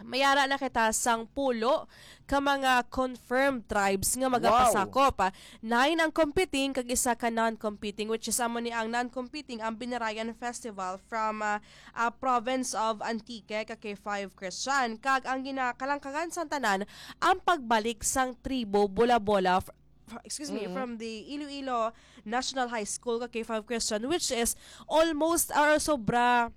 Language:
Hiligaynon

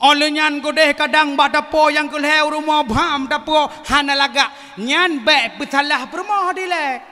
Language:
Achinese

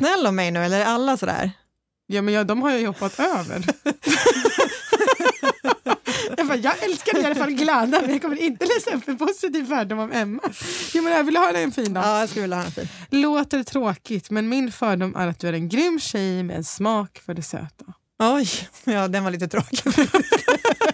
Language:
Swedish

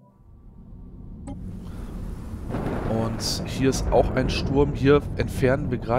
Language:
German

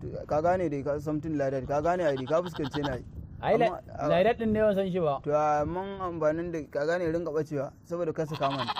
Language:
Hausa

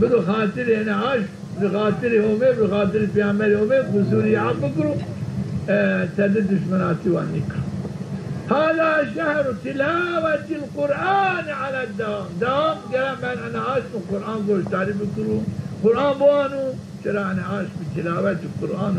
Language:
Zaza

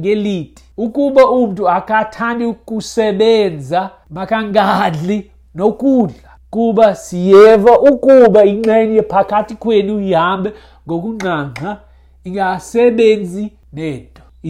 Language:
Xhosa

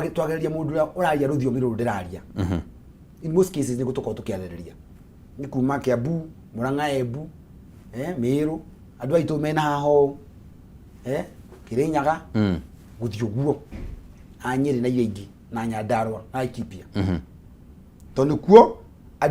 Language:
Kikuyu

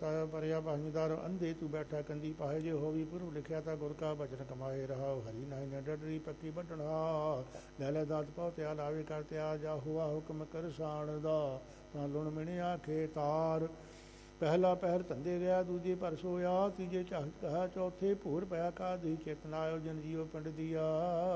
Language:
Punjabi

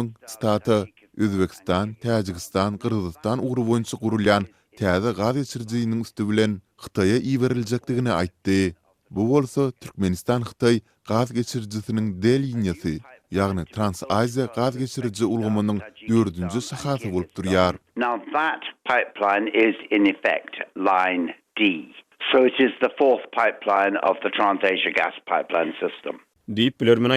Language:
Turkmen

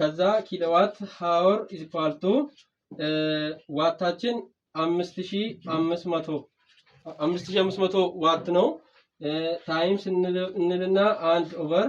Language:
Amharic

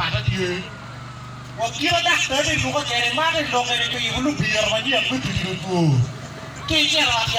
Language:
Acoli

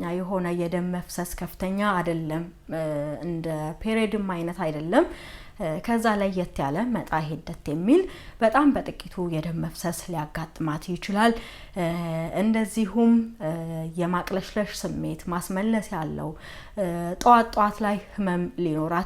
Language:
Amharic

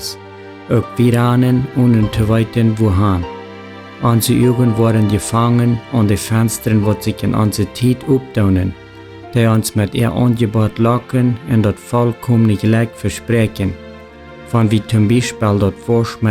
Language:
Plautdietsch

